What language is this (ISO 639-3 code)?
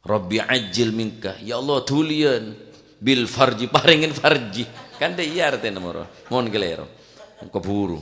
mad